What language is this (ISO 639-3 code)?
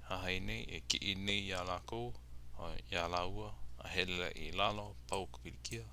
haw